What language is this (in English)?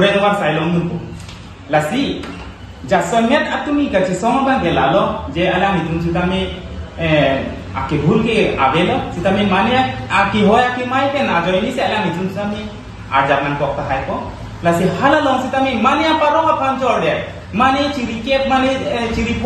Karbi